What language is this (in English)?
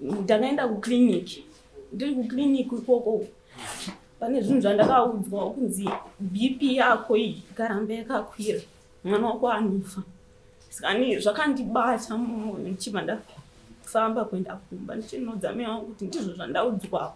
Shona